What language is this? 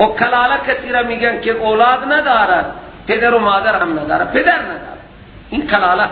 Persian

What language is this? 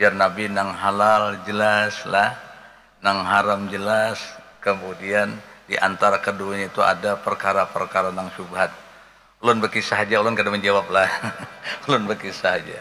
Banjar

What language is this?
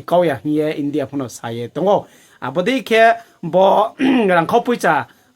Riang (India)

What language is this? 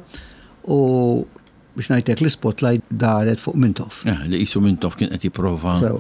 Maltese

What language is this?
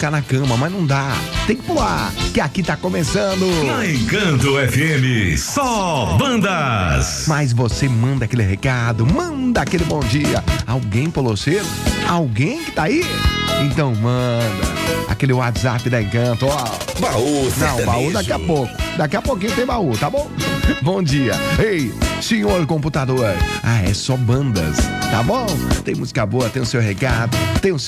Portuguese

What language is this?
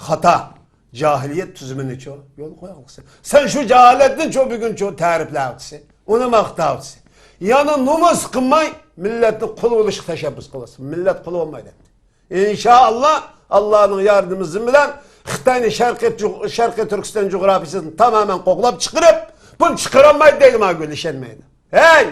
Uyghur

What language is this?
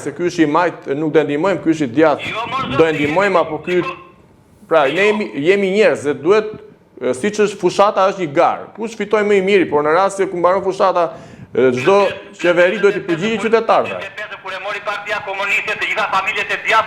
Albanian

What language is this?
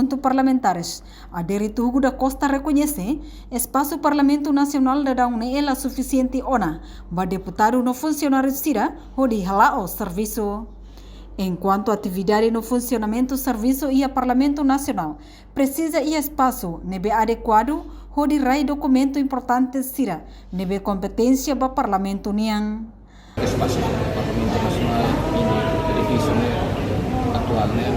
Tetum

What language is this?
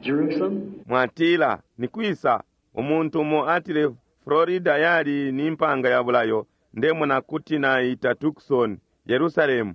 Bemba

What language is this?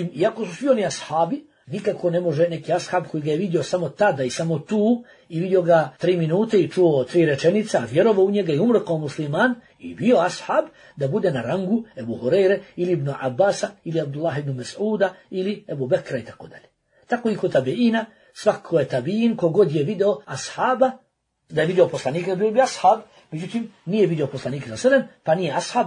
Bosnian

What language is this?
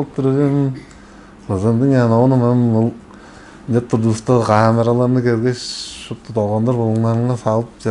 Tuvinian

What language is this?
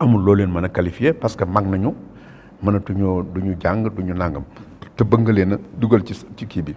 Wolof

